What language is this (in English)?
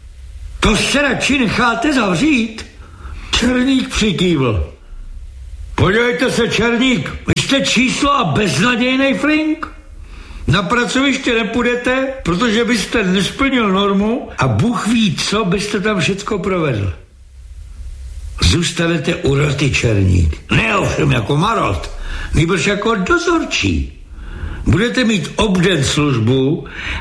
Czech